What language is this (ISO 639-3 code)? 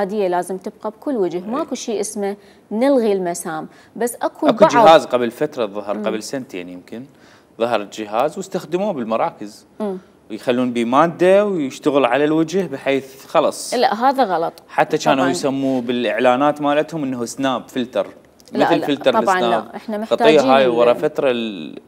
acm